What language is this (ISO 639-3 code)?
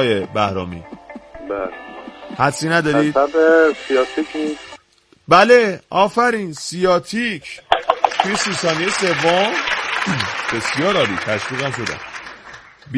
fas